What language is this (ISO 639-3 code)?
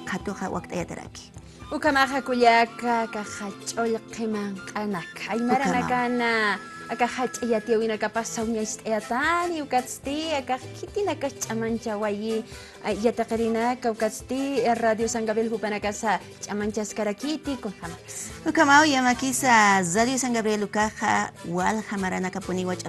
aym